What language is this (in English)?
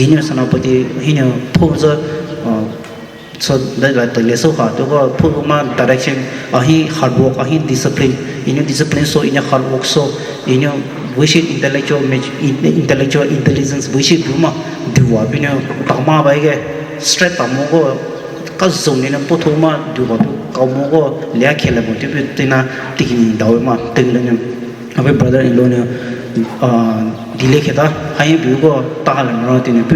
Poumei Naga